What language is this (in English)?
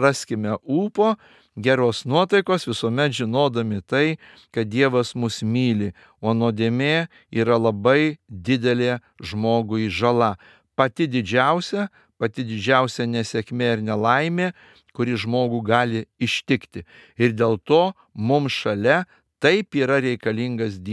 Lithuanian